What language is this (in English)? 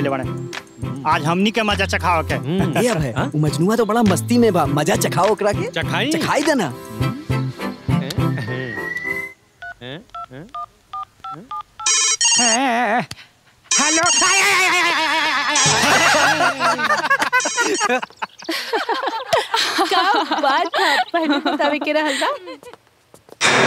Bhojpuri